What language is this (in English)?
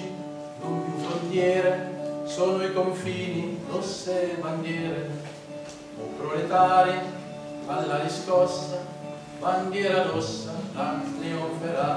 Italian